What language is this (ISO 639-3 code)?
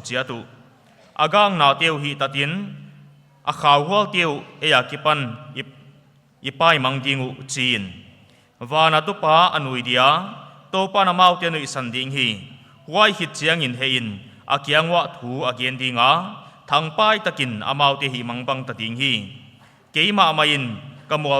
pck